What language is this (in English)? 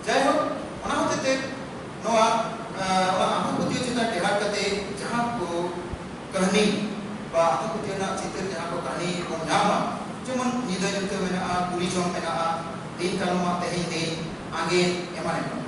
Santali